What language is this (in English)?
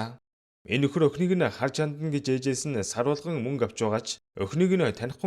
Mongolian